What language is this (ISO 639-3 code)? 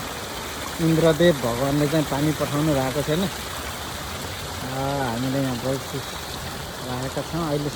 nep